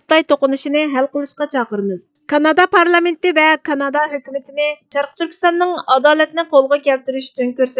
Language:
Uyghur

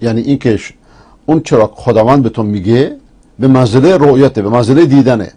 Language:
Persian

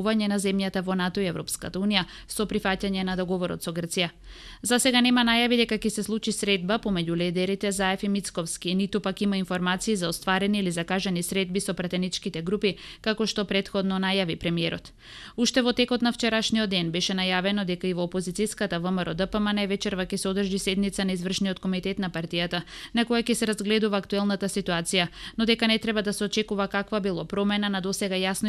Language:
Macedonian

